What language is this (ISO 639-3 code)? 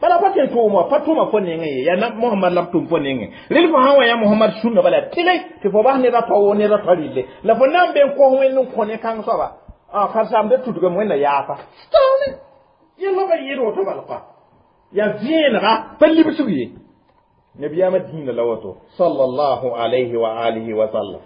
mos